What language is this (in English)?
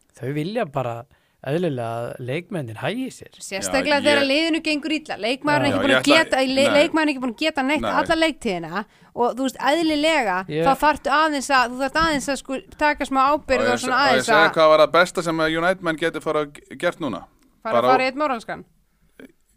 Icelandic